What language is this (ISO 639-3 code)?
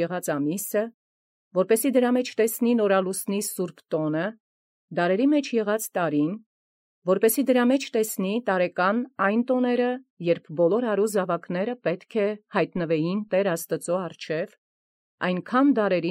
hye